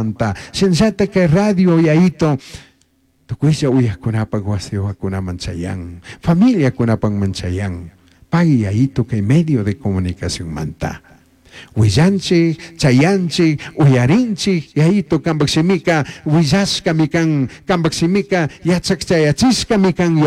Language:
Chimborazo Highland Quichua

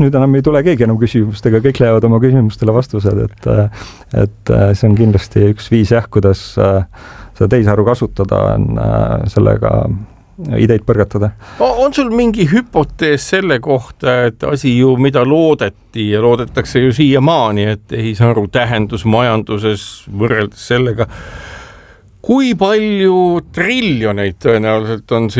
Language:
Estonian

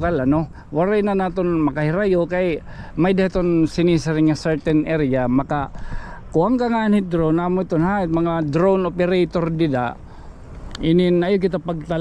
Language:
Waray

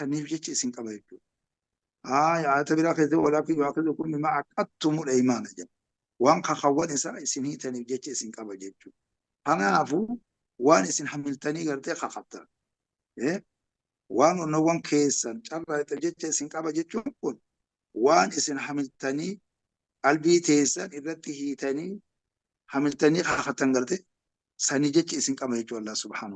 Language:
Oromo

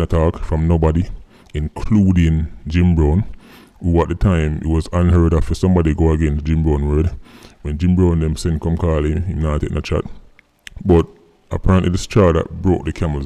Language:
Jamaican Creole English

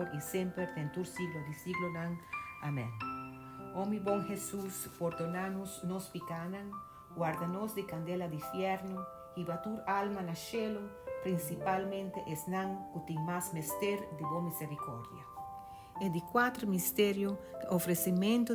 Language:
Papiamento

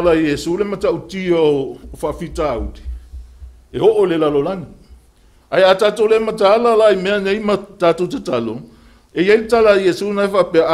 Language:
Samoan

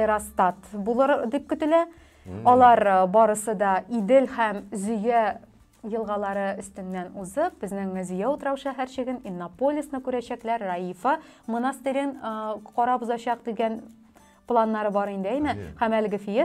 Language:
Tatar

